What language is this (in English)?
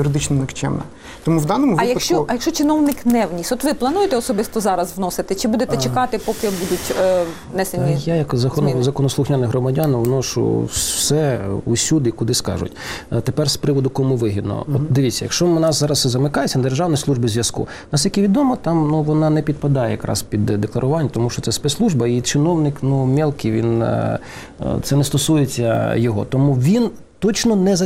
Ukrainian